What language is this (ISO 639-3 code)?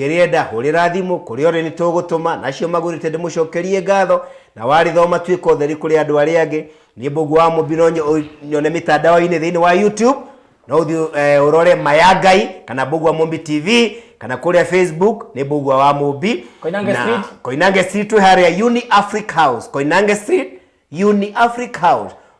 kik